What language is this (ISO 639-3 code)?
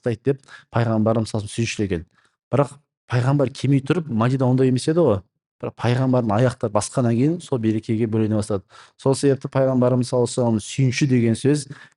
kaz